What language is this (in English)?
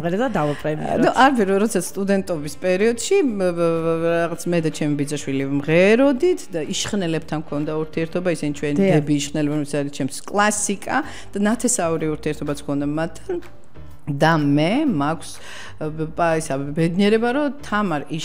Georgian